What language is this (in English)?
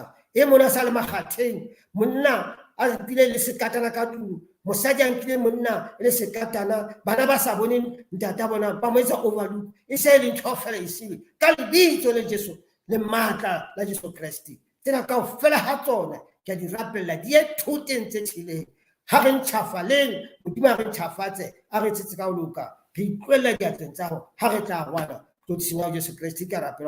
Southern Sotho